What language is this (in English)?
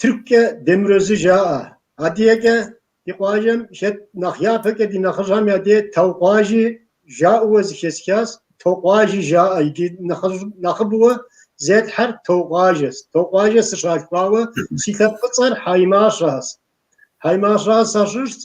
Kabardian